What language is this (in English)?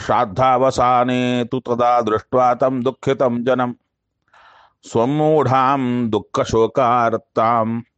Kannada